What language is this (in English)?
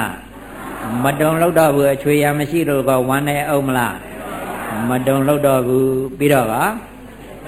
Burmese